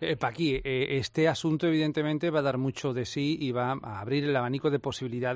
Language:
Spanish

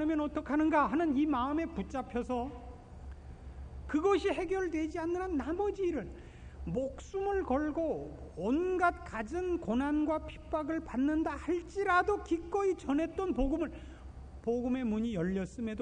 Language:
Korean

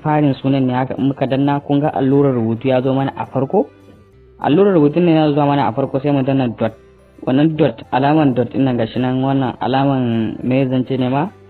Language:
Hausa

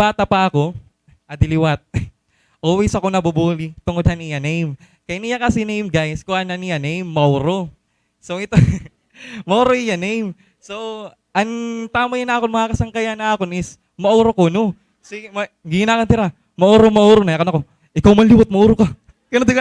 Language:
Waray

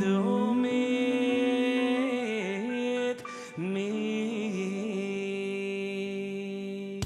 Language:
Yiddish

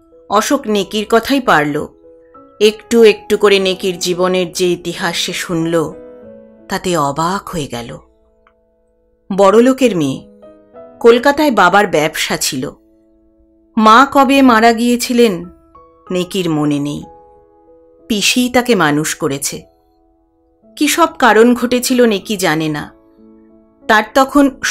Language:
Bangla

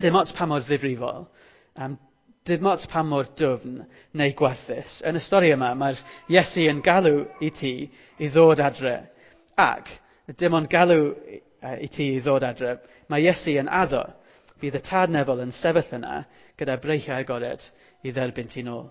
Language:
Welsh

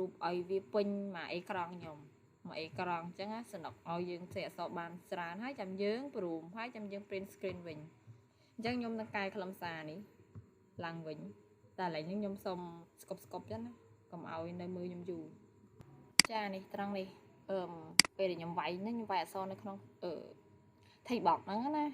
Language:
Khmer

